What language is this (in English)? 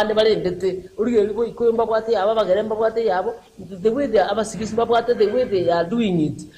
Gusii